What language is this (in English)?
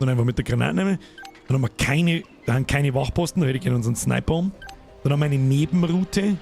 Bavarian